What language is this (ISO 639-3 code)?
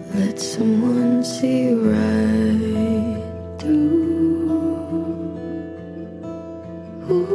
kaz